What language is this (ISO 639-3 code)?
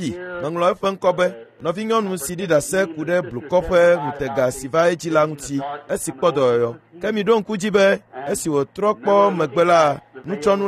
ewe